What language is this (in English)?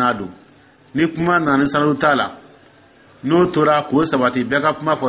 Dyula